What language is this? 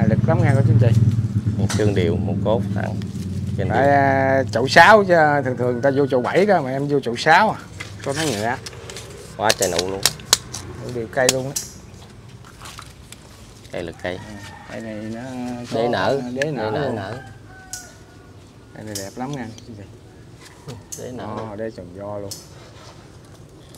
Vietnamese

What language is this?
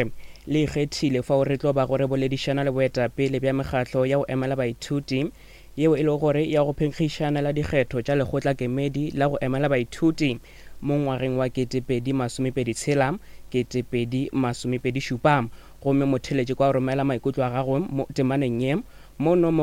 Northern Sotho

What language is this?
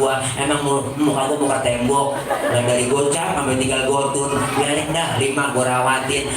Betawi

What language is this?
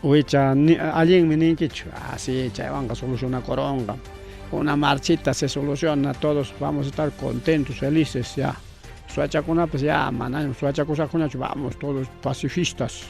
Ayacucho Quechua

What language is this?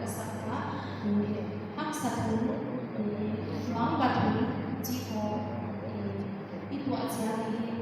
Paite Chin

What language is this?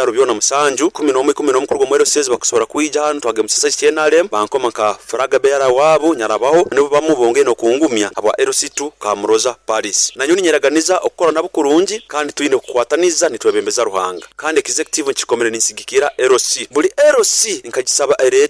Nyoro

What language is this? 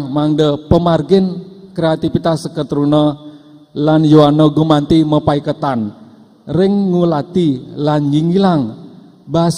Balinese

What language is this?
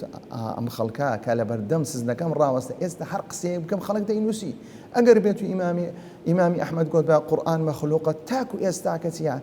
Central Kurdish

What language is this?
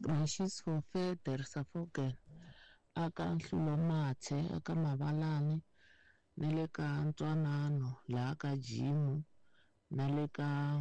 Tsonga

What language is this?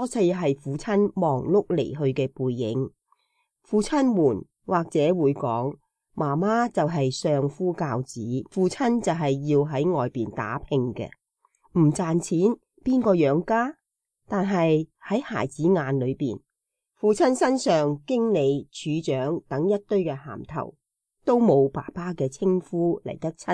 Cantonese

